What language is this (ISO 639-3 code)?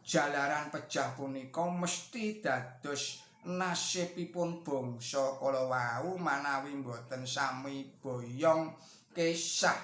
jav